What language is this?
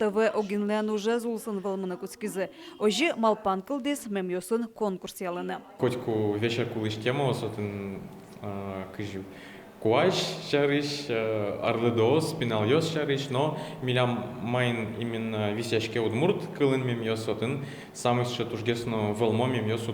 Udmurt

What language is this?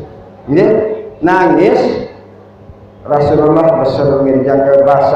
Sasak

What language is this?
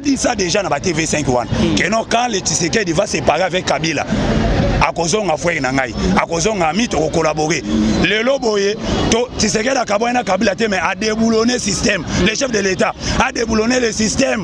Lingala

